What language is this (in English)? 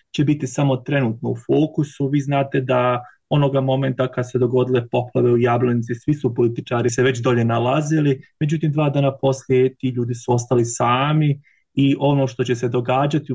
Bosnian